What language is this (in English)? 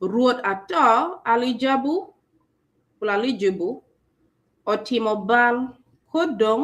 Acoli